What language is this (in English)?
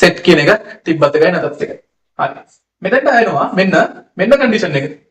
Sinhala